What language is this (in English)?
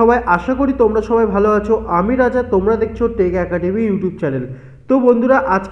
Bangla